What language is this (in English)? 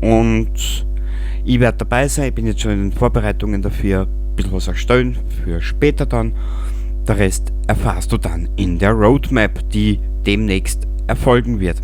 Bavarian